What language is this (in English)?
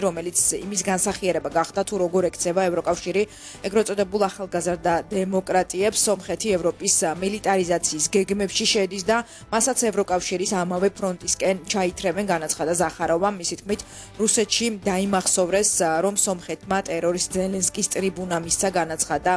Georgian